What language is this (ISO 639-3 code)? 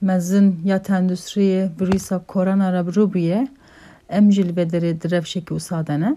kur